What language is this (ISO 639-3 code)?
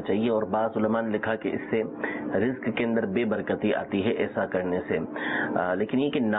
urd